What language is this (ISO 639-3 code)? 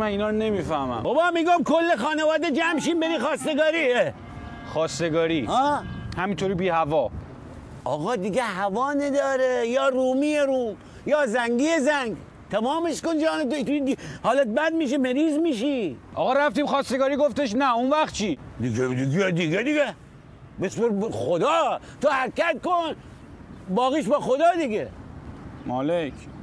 fas